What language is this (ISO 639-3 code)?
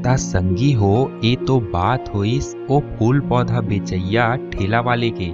hne